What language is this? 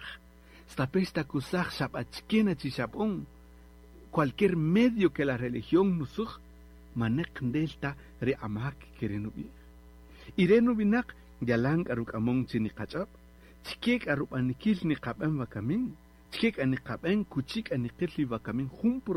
Kaqchikel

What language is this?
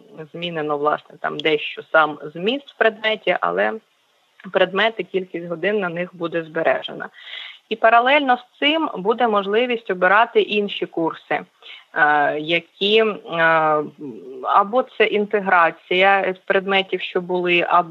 Ukrainian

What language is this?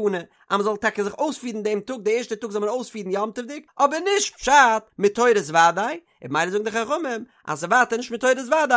Yiddish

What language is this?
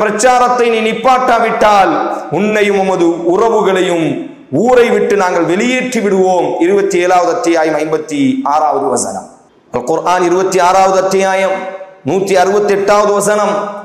Tamil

